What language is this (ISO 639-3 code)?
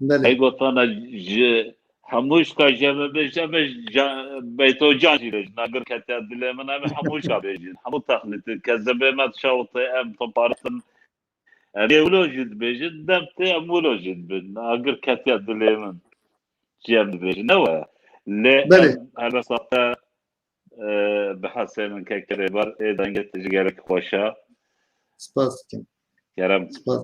kur